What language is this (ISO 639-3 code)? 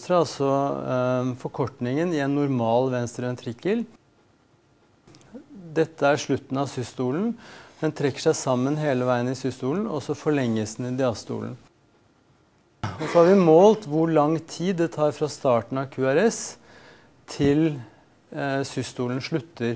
nor